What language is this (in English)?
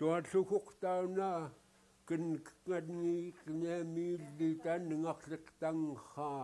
Central Yupik